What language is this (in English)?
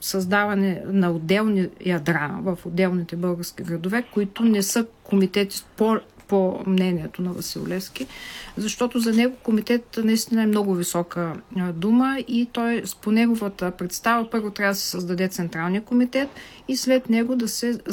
Bulgarian